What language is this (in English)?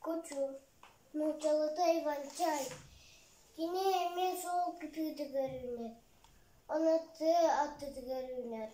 Yakut